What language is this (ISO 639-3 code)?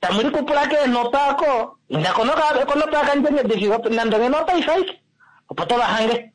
kua